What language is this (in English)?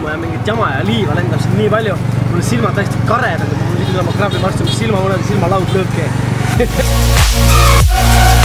Estonian